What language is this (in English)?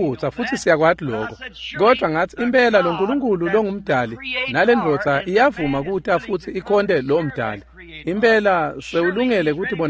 Swati